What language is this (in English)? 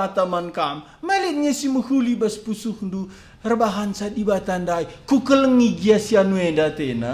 Batak Karo